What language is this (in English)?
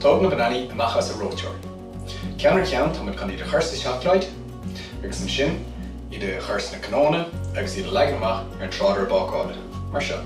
Irish